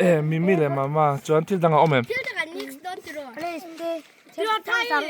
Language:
Mizo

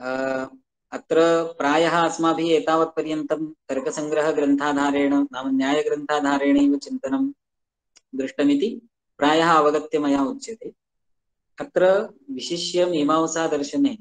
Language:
Sanskrit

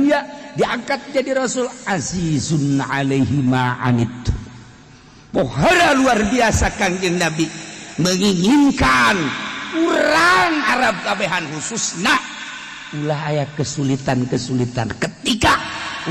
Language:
Sundanese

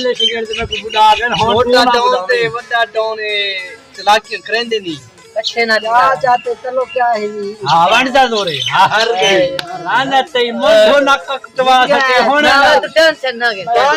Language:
Saraiki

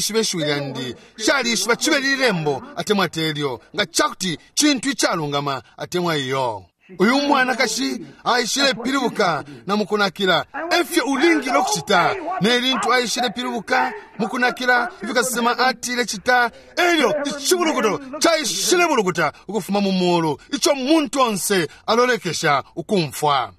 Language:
Bemba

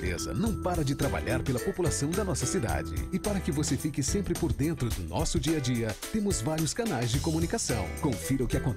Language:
Portuguese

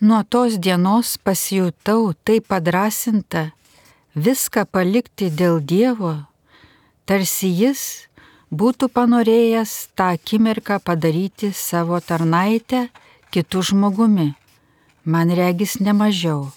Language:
Lithuanian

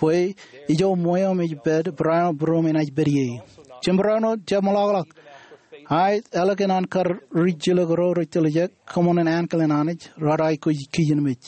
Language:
Marshallese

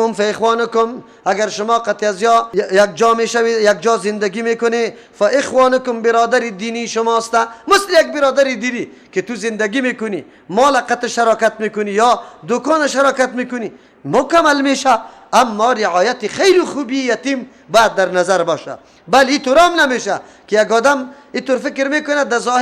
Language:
Persian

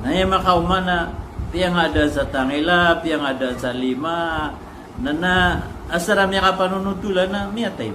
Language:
Maranao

